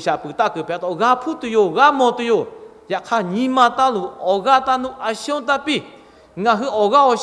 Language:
Lahu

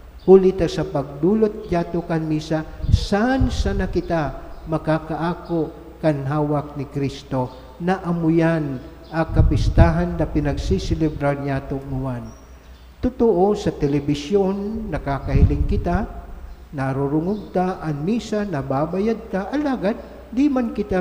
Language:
Bikol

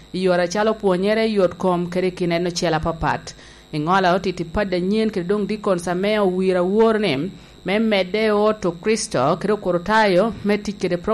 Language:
Lango (Uganda)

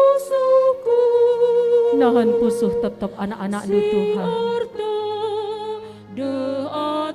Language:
Batak Karo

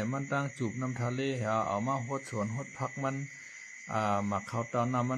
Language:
Shan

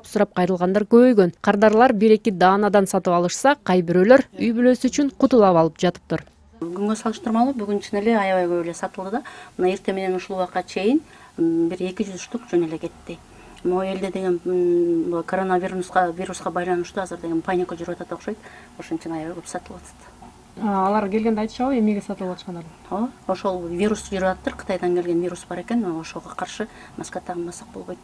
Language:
Kyrgyz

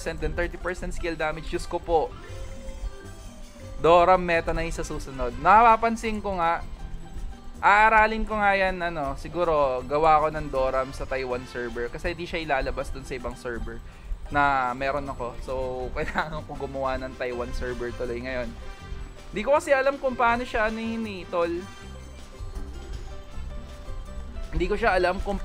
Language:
Filipino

